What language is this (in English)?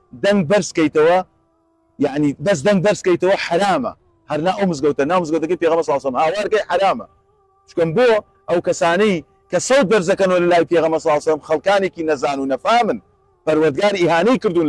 Central Kurdish